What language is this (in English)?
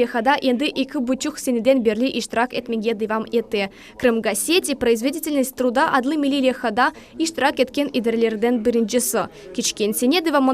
Crimean Tatar